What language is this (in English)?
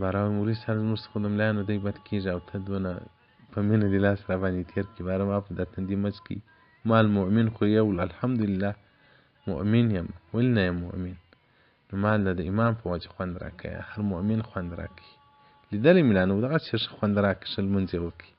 Pashto